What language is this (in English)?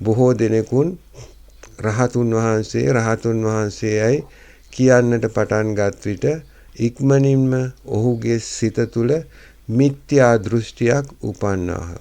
Sinhala